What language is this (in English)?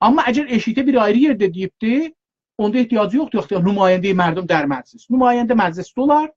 South Azerbaijani